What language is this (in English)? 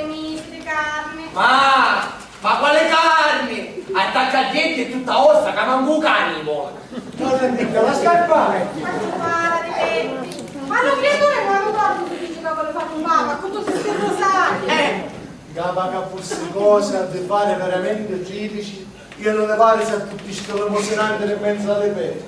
Sicilian